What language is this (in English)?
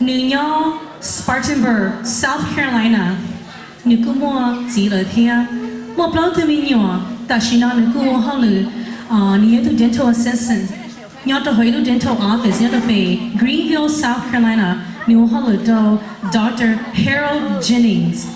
Hmong